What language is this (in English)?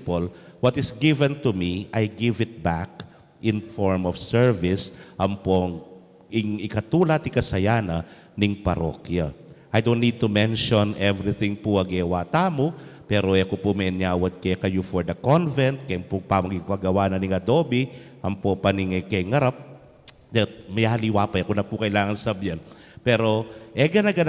Pampanga